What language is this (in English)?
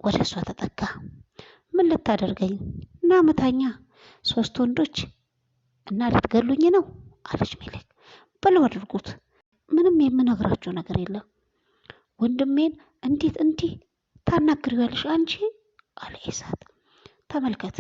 Amharic